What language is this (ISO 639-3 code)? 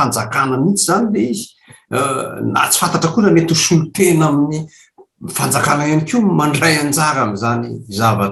mlg